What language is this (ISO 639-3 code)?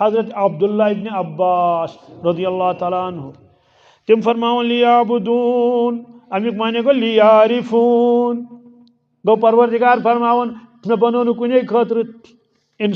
kas